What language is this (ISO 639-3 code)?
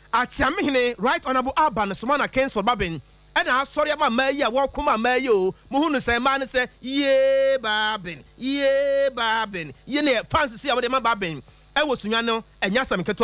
aka